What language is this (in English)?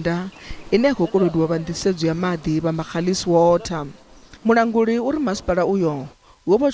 Venda